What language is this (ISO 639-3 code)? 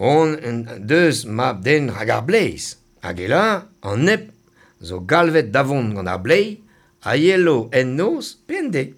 bre